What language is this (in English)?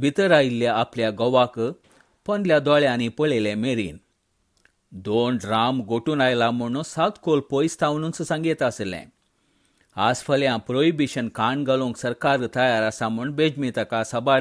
Konkani